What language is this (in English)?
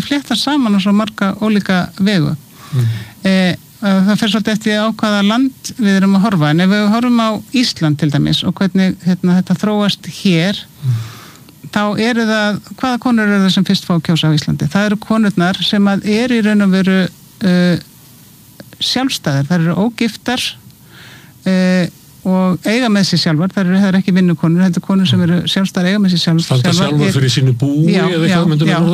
Icelandic